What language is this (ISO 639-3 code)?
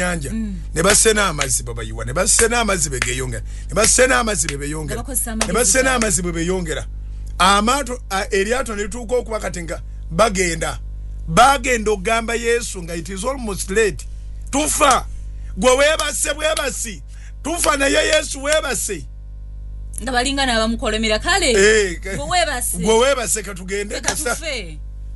lug